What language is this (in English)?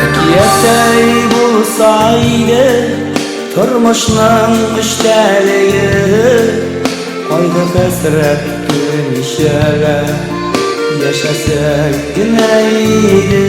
Tatar